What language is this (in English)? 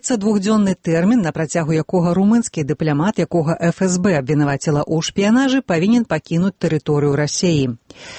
Belarusian